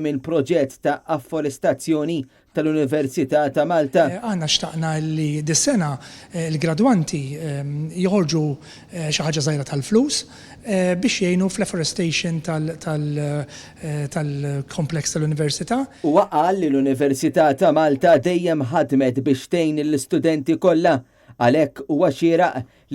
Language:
Maltese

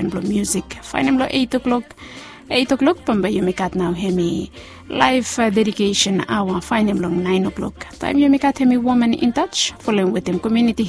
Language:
Bislama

